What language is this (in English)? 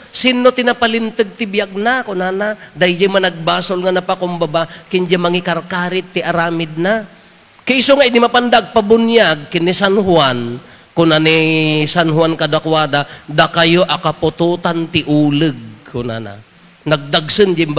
Iloko